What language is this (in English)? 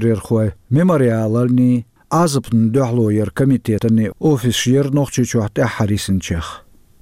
Chechen